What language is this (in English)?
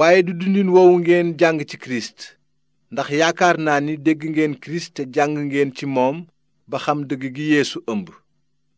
Wolof